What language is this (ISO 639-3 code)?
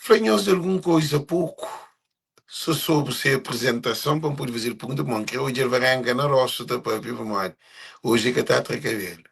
kea